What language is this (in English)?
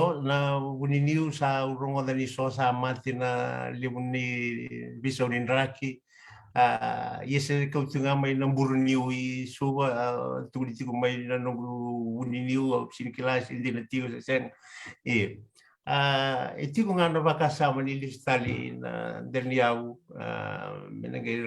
Fijian